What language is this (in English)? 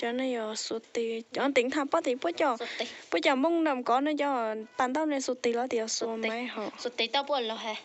Hmong